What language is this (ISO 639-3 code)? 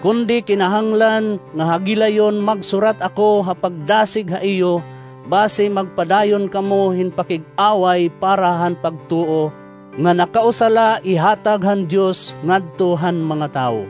war